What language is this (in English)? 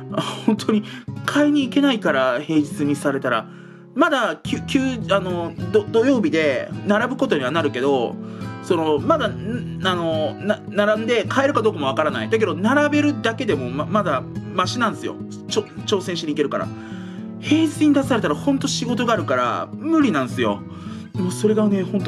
Japanese